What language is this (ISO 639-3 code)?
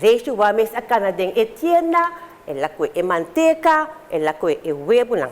pap